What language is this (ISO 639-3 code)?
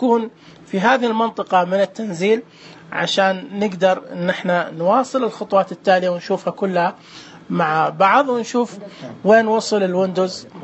ars